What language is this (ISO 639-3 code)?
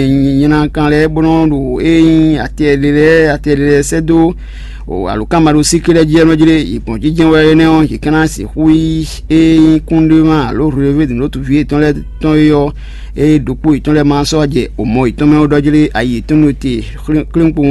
fon